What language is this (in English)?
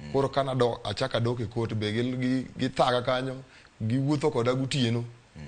Luo (Kenya and Tanzania)